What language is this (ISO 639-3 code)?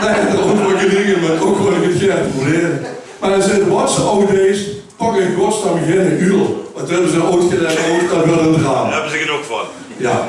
lim